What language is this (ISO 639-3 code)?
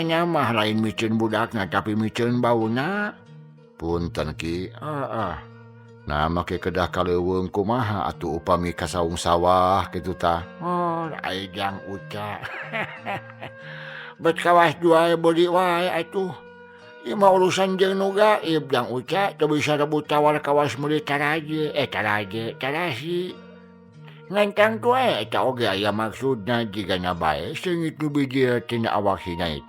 sun